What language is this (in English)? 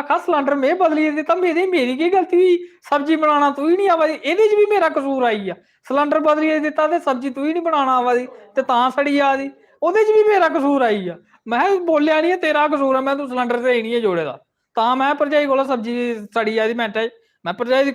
Dogri